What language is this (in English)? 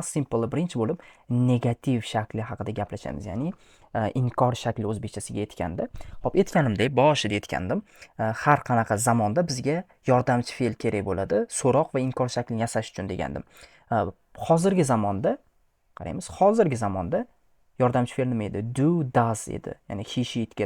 Uzbek